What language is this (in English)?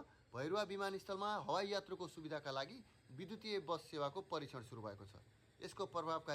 Nepali